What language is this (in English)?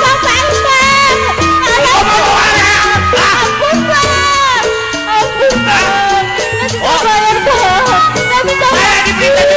Betawi